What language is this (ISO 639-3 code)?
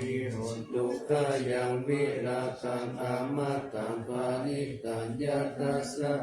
pli